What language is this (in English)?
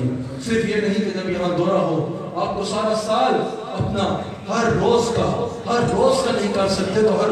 Urdu